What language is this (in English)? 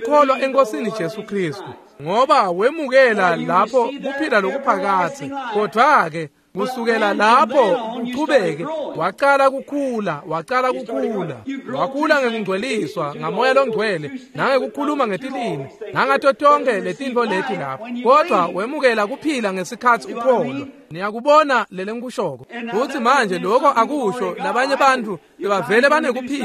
Swati